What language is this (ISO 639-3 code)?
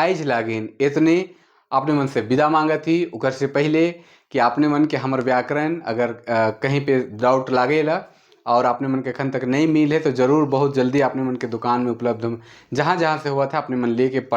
sck